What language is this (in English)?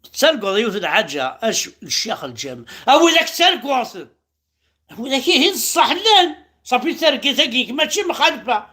Kabyle